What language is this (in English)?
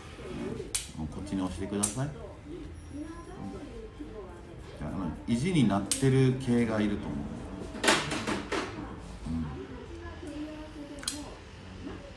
Japanese